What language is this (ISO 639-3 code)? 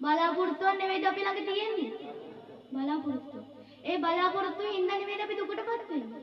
sin